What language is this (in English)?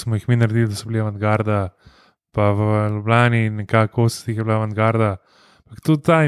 Slovenian